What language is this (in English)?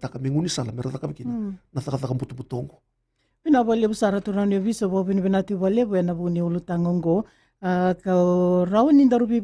Fijian